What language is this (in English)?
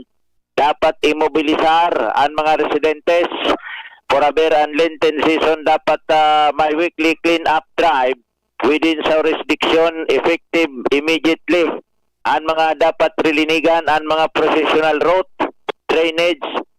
Bikol